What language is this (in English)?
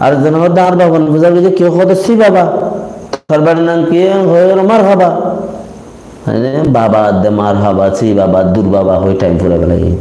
Rohingya